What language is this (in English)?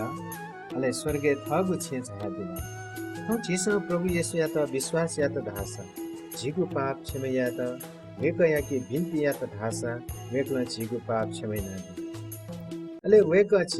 Newari